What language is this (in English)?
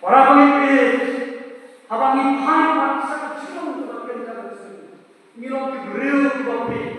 Khasi